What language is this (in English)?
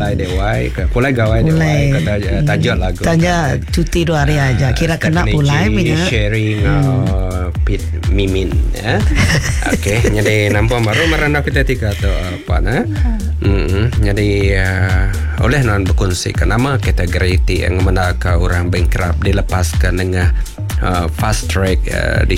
Iban